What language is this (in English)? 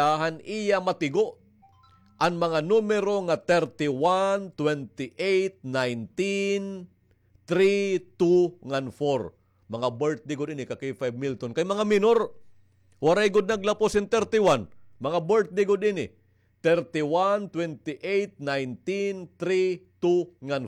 Waray